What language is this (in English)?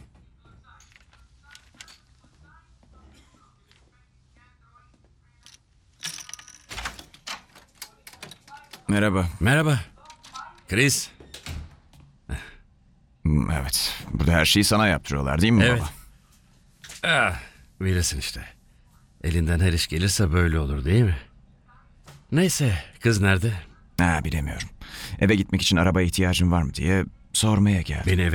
Turkish